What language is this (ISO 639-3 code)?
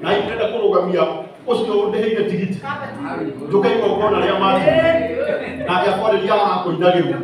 kik